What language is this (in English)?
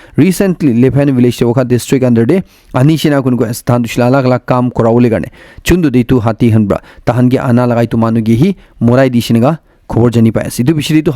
Naga Pidgin